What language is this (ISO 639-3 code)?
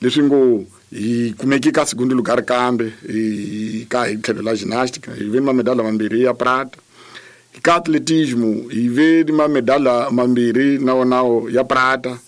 tso